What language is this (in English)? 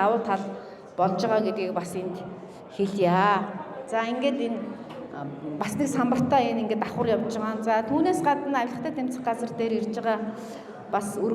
Mongolian